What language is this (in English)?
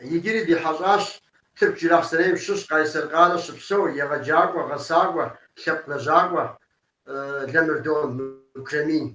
Kabardian